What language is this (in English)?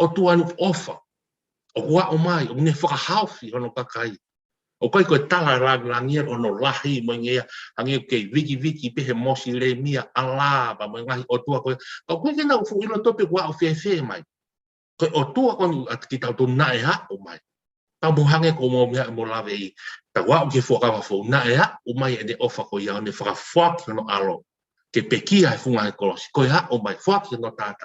Tongan